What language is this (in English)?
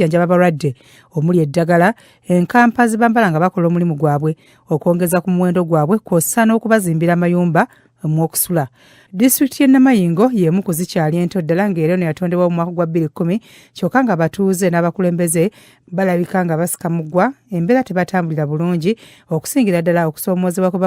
Ganda